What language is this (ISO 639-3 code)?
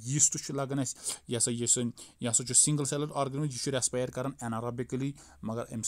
kas